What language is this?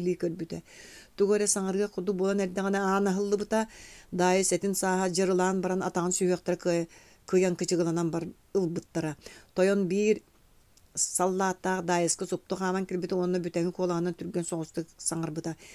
Yakut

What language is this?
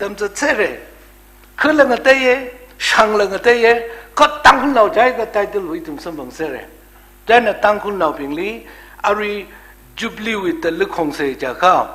Tangkhul Naga (India)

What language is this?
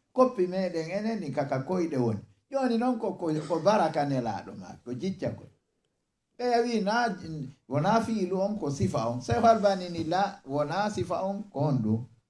Fula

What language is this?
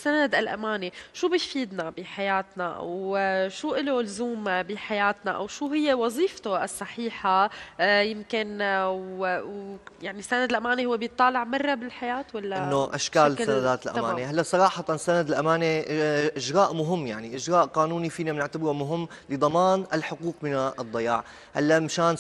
North Levantine Arabic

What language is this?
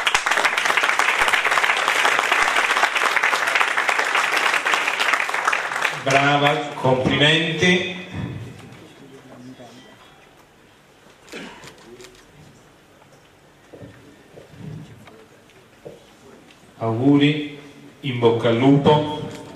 Italian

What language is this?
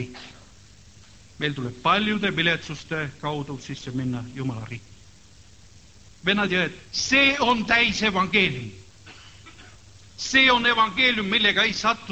Estonian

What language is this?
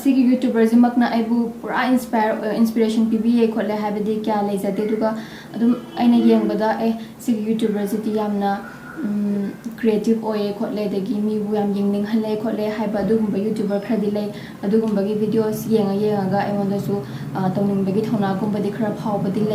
Manipuri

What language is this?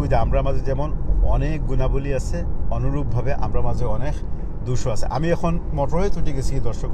Sylheti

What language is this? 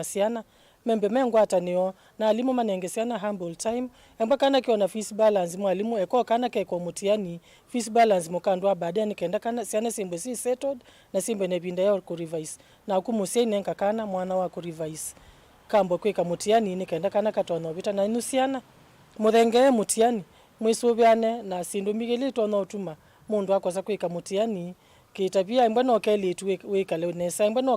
Kamba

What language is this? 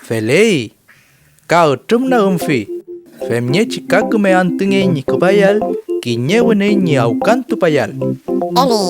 Mapuche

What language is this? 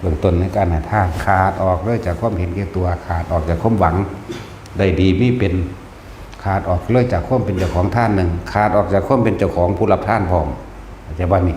Northeastern Thai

